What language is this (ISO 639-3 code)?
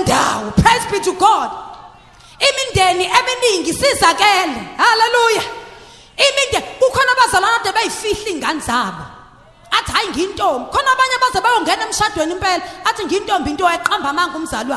zul